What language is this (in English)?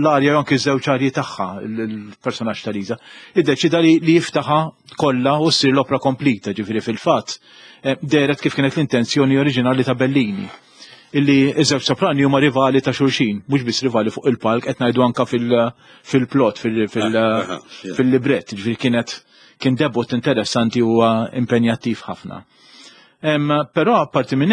Maltese